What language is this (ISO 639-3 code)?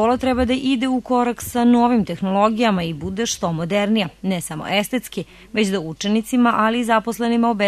srp